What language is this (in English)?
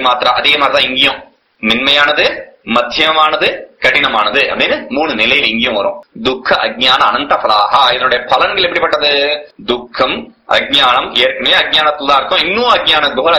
Tamil